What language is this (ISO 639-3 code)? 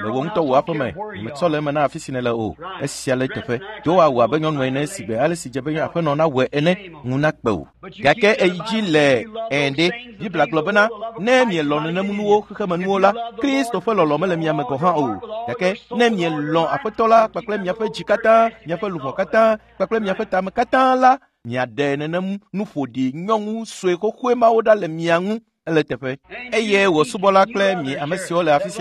ewe